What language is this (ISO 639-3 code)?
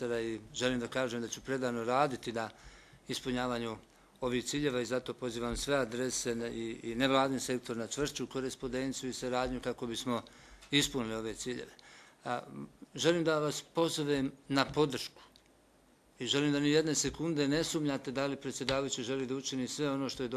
bos